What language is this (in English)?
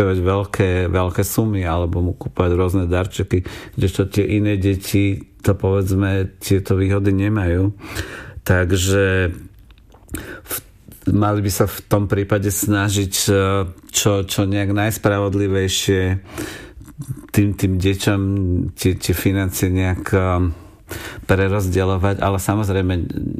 Slovak